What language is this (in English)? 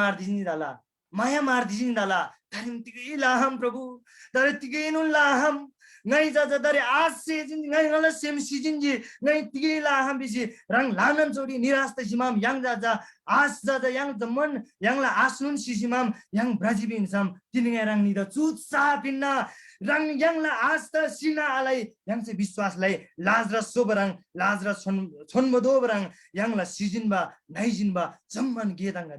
Eastern Tamang